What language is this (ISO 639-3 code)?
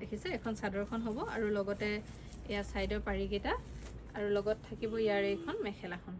asm